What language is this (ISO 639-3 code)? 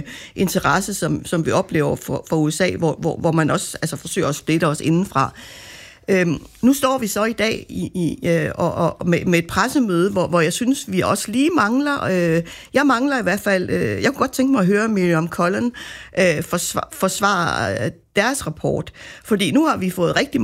dan